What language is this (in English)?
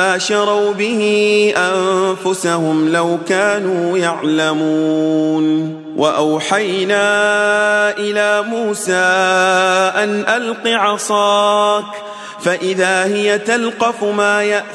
Arabic